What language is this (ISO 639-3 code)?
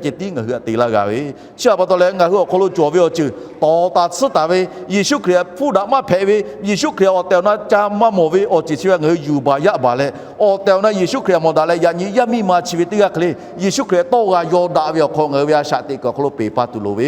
lhu